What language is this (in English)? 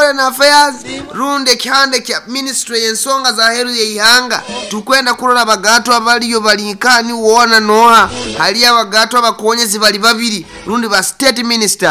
Nyoro